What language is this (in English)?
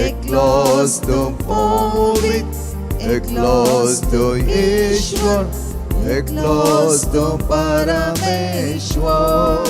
Konkani